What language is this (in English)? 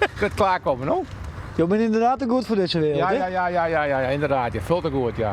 Western Frisian